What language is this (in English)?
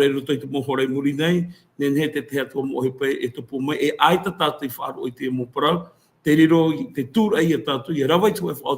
Tahitian